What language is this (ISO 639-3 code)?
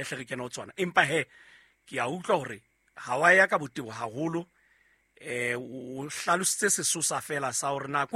sot